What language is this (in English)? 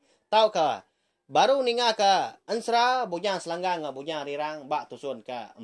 Iban